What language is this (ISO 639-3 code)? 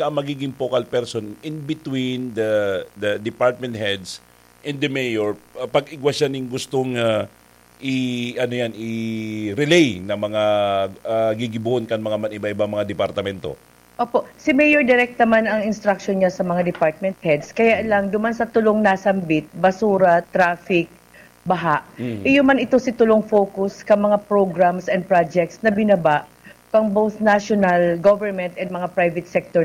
bik